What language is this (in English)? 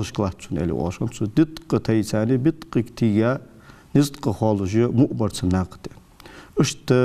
Ingush